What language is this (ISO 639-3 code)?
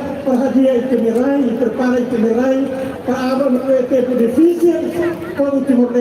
tet